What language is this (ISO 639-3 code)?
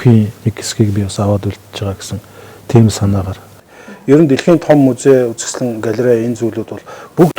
mon